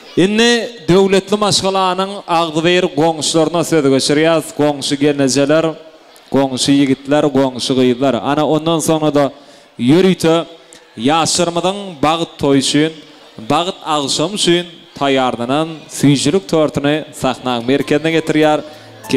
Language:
Turkmen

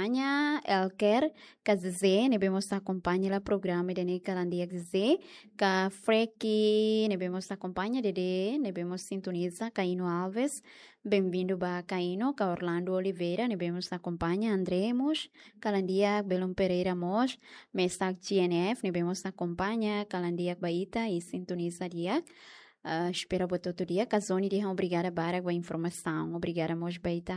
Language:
Tetum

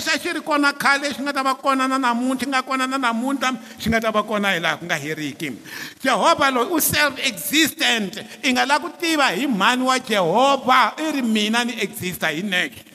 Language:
Tsonga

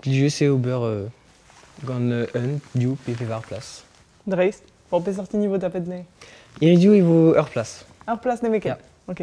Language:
Breton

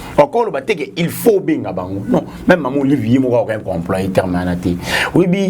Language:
Lingala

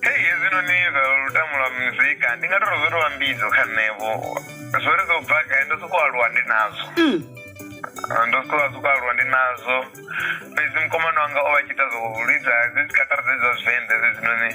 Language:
Venda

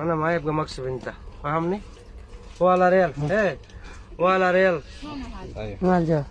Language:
Oromo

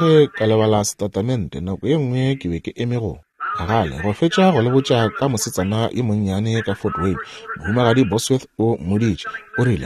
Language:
Northern Sotho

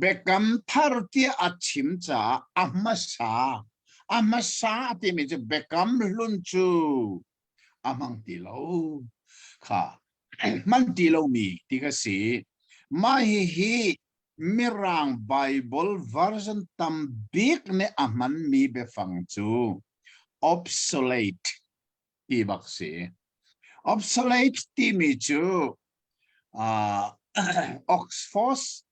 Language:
Hakha Chin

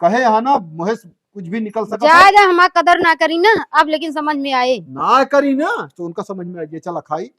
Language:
Awadhi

